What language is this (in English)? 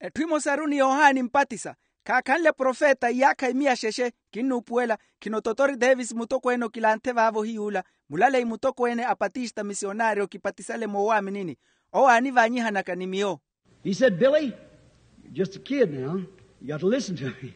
Makhuwa